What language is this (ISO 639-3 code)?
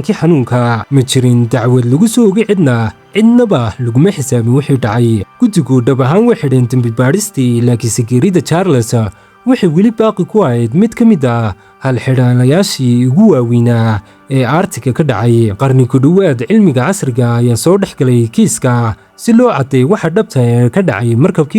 som